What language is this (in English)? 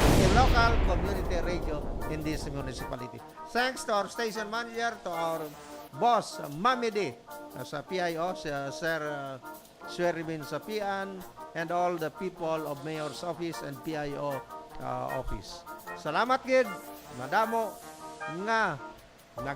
Hiligaynon